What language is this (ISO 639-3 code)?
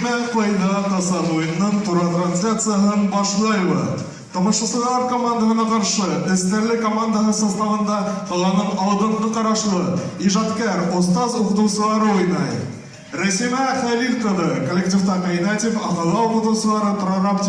bak